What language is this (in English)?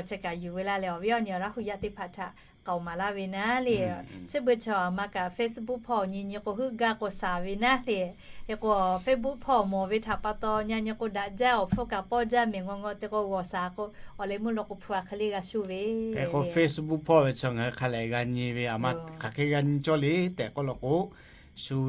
Lahu